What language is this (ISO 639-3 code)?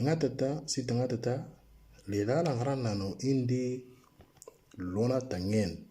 mor